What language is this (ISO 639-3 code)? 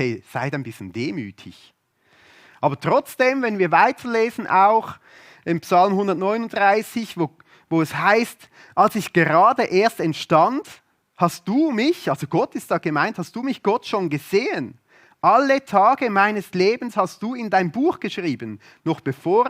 gsw